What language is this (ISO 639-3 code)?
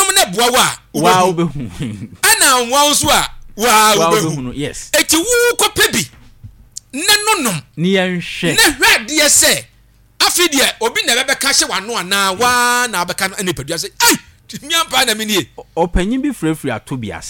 aka